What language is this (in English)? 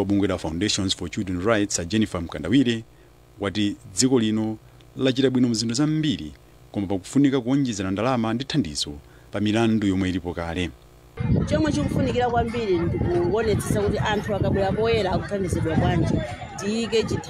Nyanja